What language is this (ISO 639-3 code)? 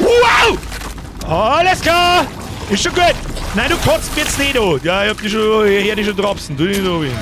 bar